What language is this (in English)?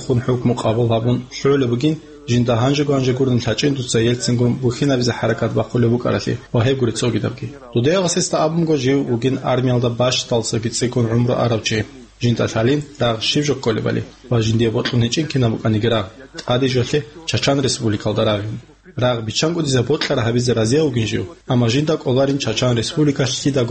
Avaric